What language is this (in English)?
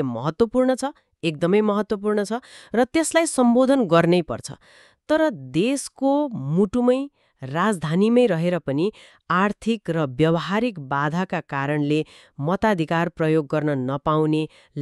Nepali